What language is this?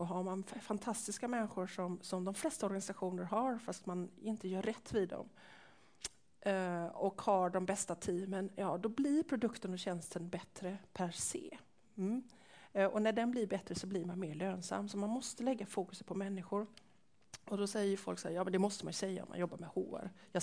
Swedish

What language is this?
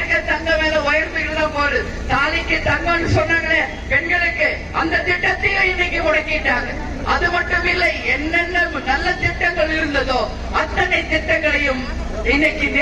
Tamil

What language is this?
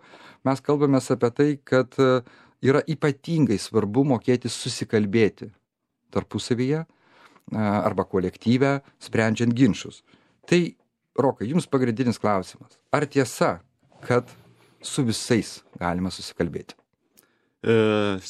Lithuanian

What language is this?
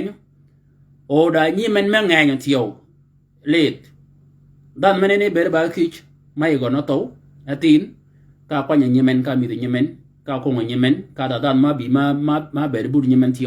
Shilluk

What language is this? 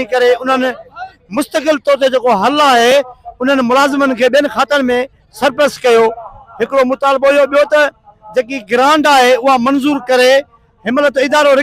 Sindhi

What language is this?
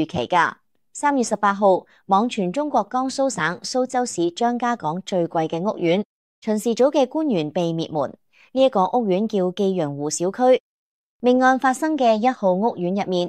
Cantonese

